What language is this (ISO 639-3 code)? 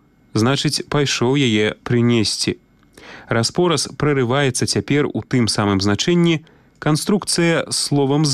bel